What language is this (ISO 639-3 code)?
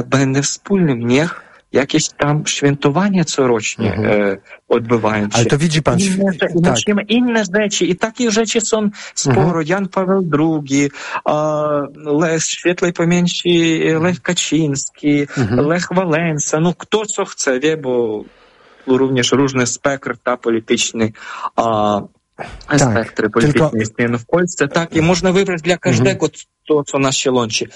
pol